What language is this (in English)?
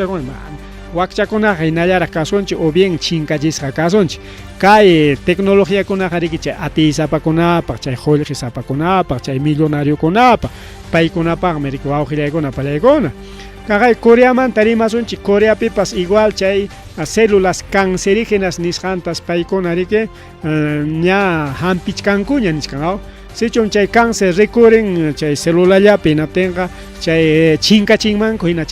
Ayacucho Quechua